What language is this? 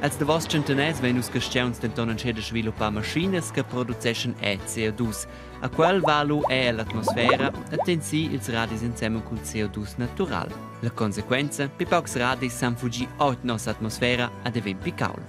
Romansh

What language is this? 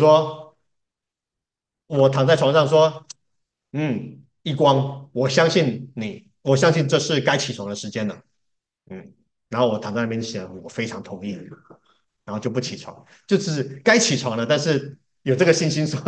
Chinese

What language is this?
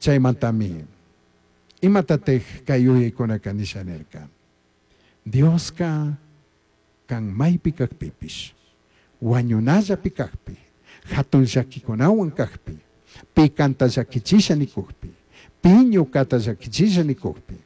Chimborazo Highland Quichua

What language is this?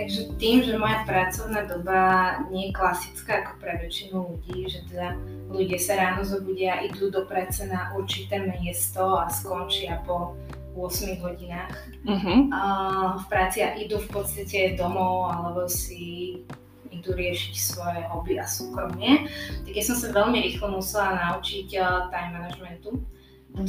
Slovak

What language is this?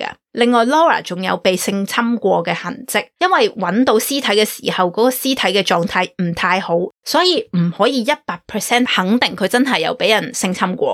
Cantonese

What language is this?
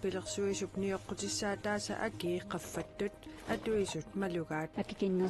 Kalaallisut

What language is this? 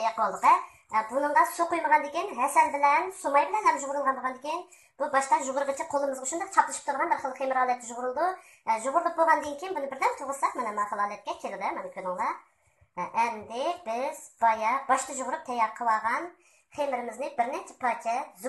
Uyghur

